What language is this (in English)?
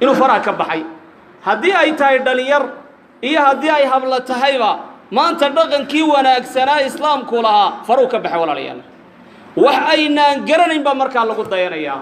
Somali